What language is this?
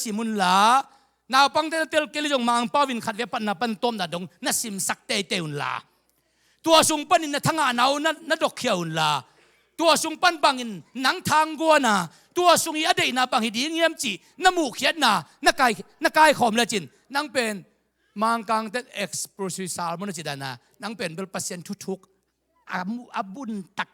Tedim Chin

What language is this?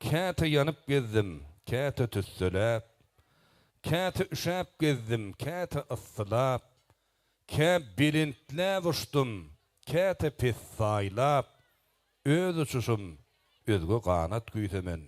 Turkmen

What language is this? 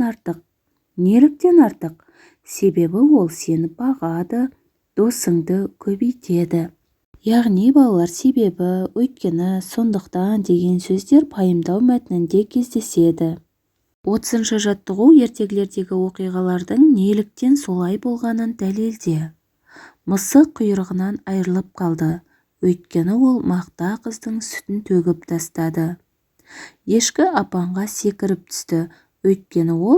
Kazakh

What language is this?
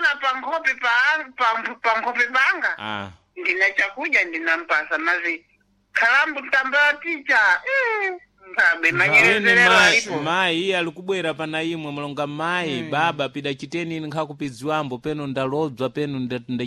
Sena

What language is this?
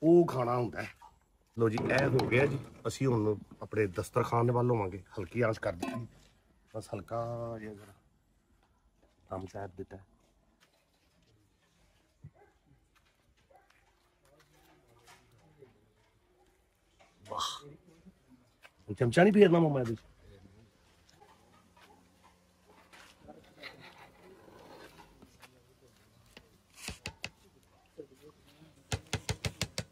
Punjabi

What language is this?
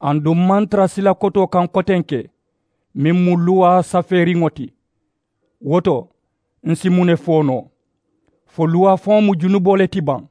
Mandingo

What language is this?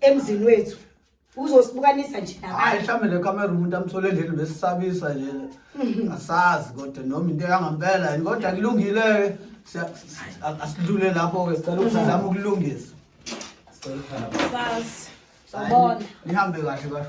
Zulu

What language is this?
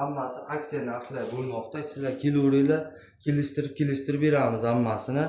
Uzbek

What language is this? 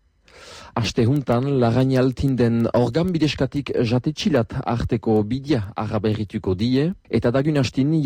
Basque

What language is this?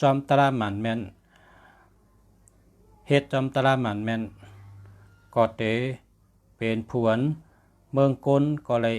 Shan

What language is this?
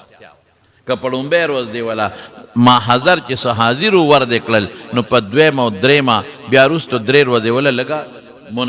Pashto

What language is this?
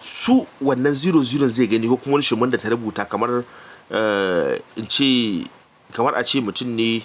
Hausa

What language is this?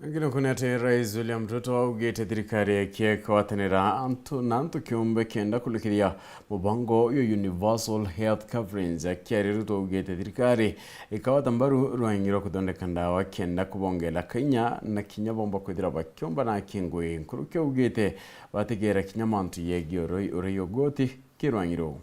Meru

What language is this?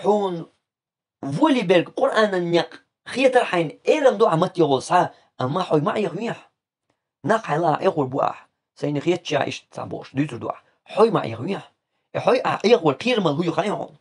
Chechen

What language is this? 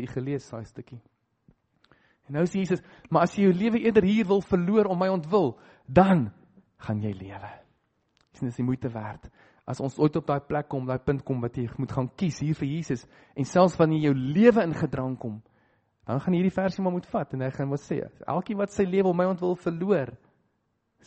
Afrikaans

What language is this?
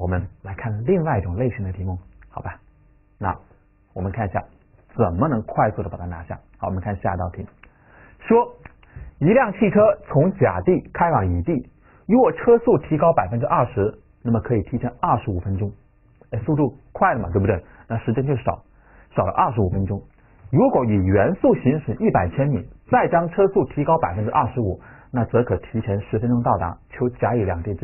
Chinese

